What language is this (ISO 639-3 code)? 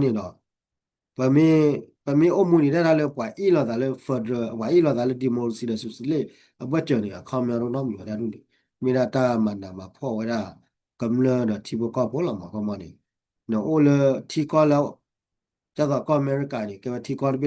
ksw